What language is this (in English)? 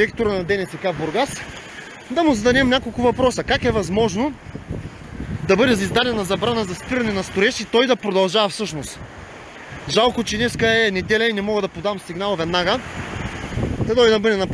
Bulgarian